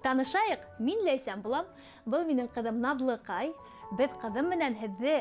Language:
Bashkir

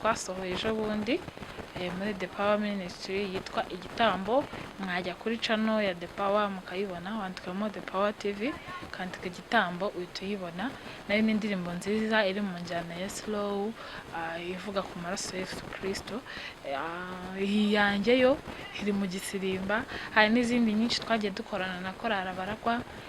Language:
Kinyarwanda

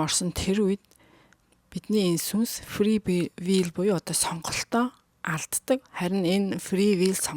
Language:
Mongolian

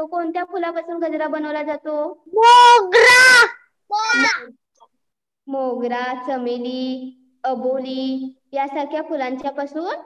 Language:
Marathi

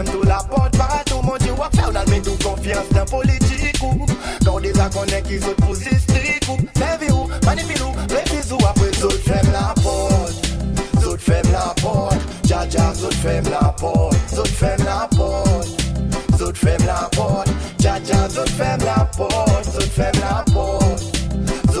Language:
Seselwa Creole French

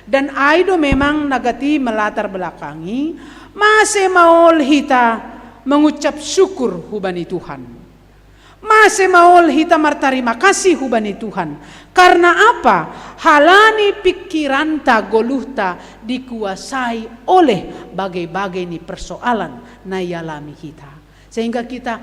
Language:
Batak Simalungun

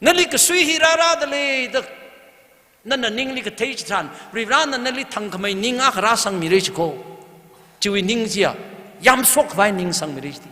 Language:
Tangkhul Naga (India)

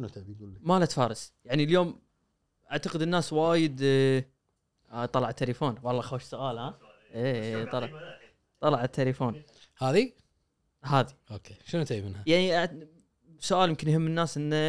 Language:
Gulf Arabic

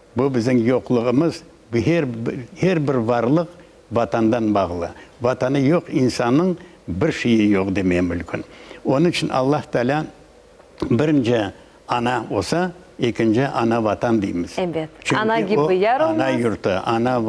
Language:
Crimean Tatar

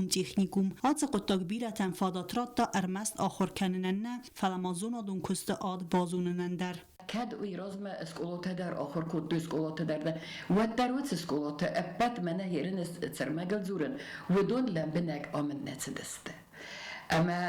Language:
Ossetic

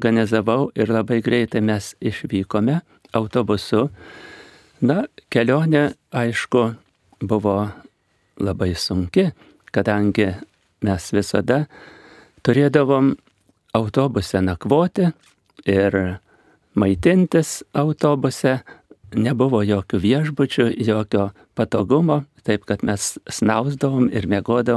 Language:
Lithuanian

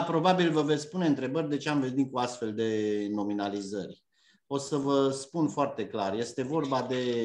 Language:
Romanian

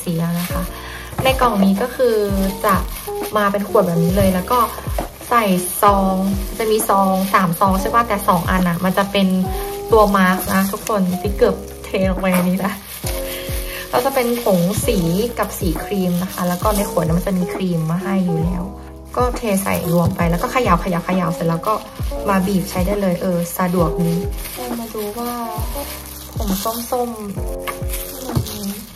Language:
Thai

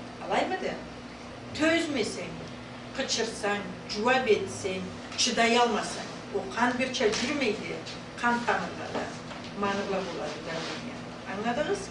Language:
Karachay-Balkar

